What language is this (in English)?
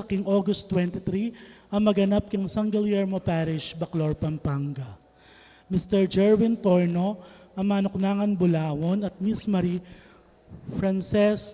Pampanga